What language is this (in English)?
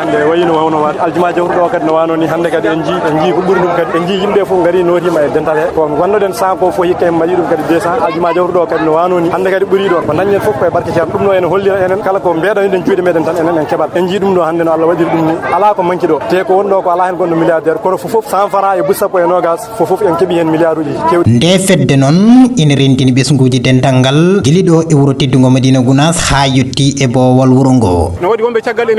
Fula